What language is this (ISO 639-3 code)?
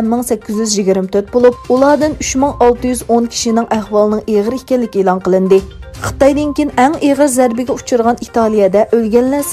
uig